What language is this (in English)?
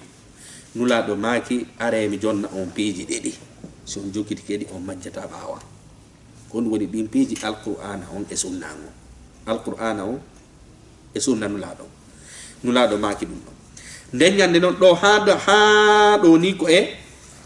Fula